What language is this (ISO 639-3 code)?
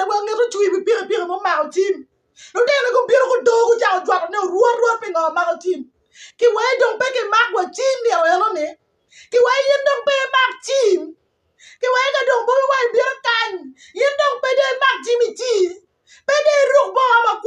ach